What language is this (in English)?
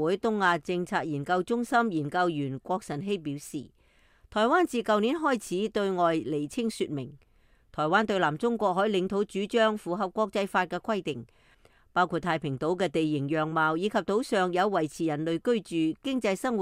Cantonese